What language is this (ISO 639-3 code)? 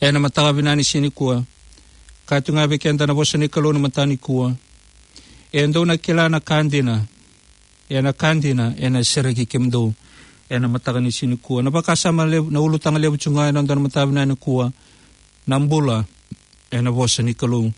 fij